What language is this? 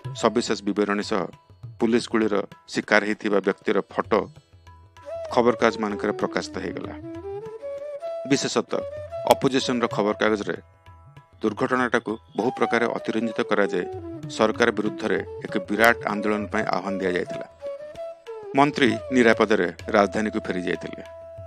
Odia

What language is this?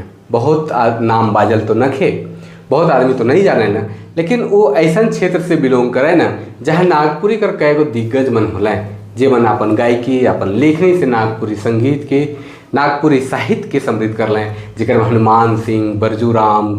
Sadri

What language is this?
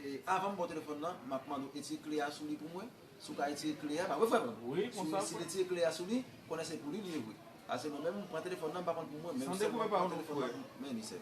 Haitian Creole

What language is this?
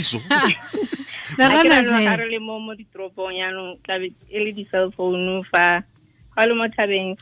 Tswana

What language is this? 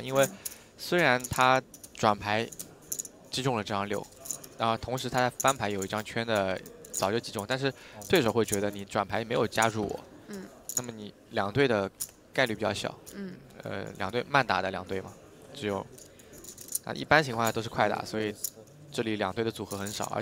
Chinese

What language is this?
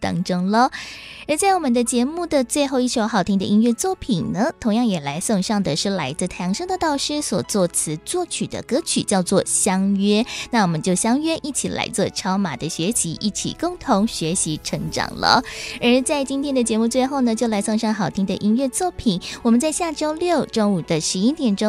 Chinese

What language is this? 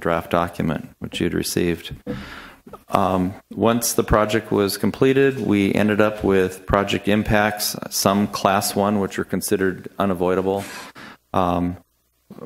English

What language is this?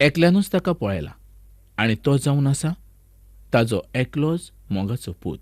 Konkani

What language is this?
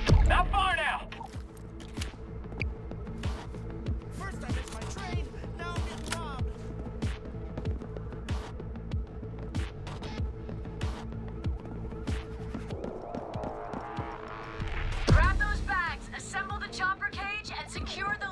English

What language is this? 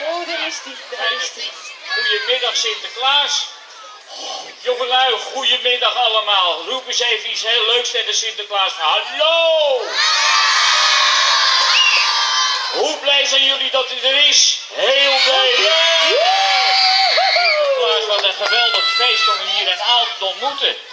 Dutch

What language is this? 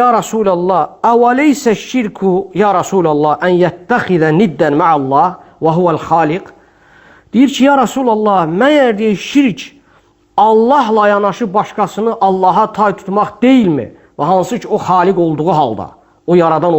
Azerbaijani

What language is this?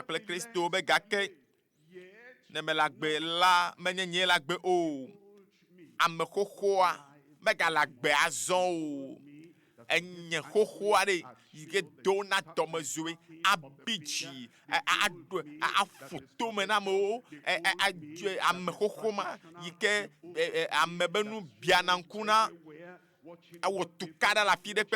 Ewe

